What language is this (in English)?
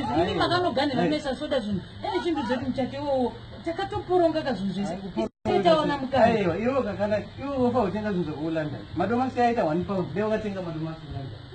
Shona